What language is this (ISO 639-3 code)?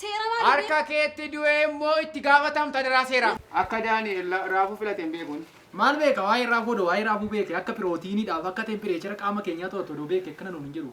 orm